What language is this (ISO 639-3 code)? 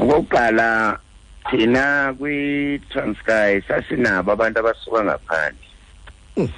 xho